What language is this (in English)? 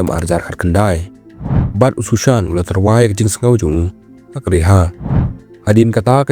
Khasi